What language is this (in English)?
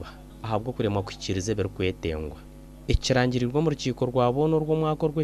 Nyankole